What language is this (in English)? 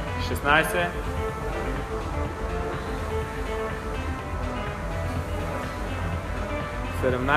Bulgarian